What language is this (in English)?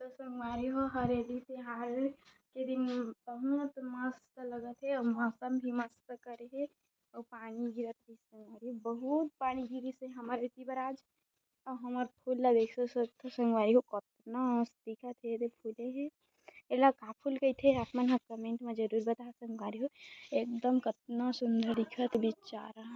Chhattisgarhi